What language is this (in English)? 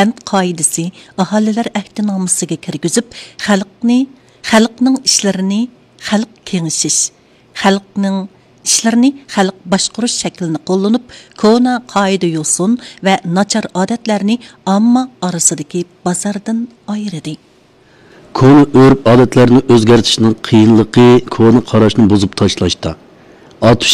Uyghur